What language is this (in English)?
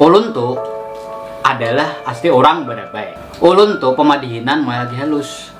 Banjar